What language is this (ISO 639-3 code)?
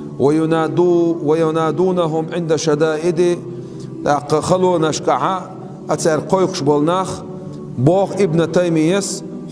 che